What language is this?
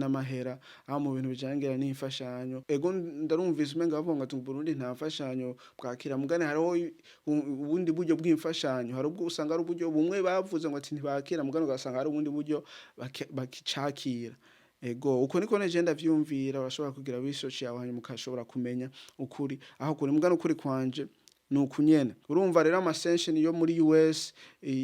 Rundi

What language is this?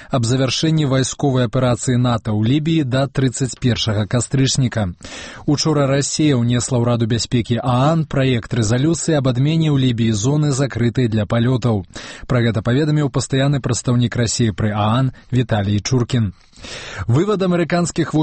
Belarusian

